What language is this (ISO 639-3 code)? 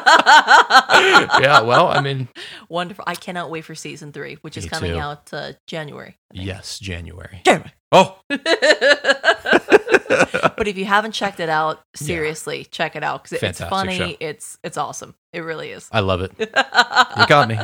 eng